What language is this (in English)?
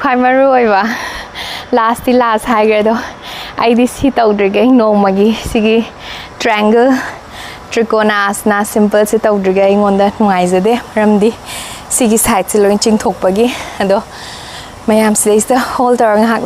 Manipuri